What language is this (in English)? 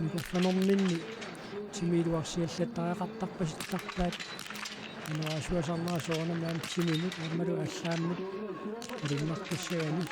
Kalaallisut